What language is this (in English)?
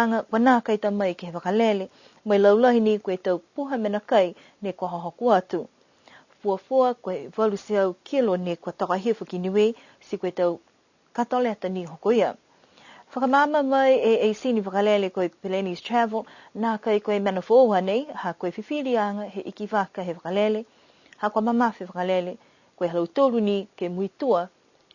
Niuean